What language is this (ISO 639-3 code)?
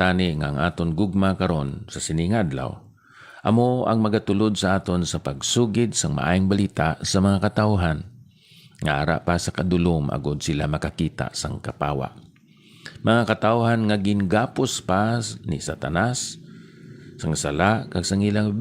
hil